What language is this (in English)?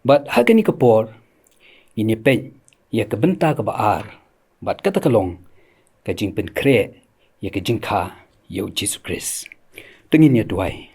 Khasi